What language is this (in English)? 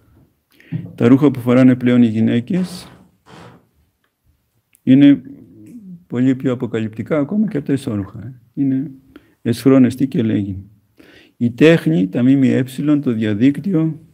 Greek